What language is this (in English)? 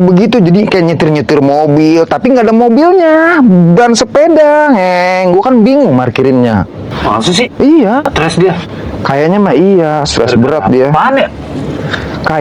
Betawi